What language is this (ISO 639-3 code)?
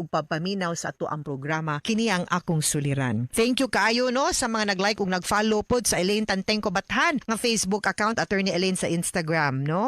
ceb